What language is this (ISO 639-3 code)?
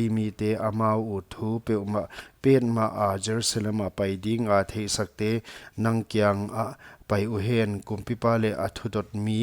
pck